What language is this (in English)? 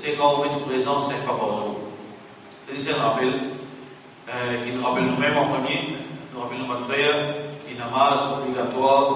Morisyen